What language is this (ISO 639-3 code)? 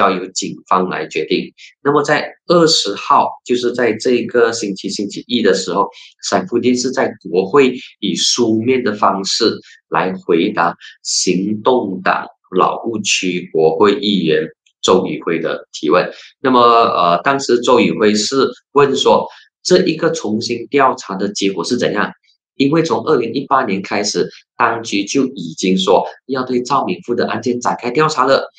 zho